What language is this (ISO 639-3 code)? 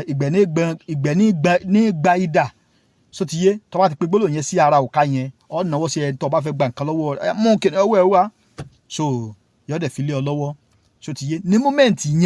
yor